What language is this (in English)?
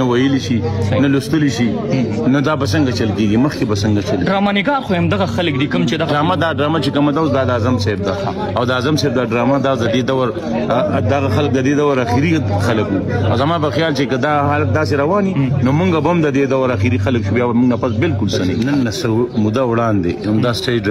Pashto